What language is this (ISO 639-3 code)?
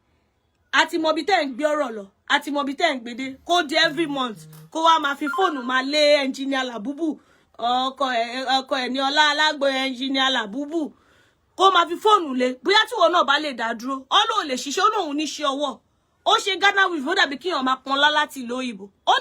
yor